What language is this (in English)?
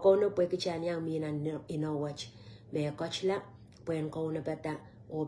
Pohnpeian